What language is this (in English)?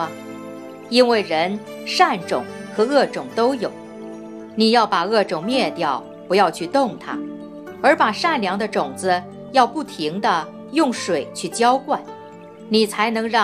Chinese